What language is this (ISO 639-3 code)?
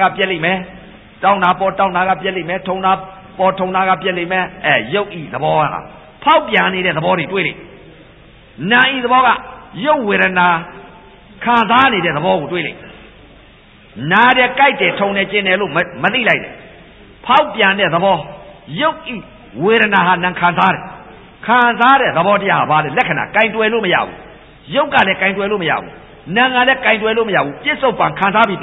mya